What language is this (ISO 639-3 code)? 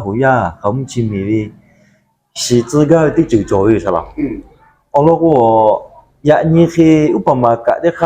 lhu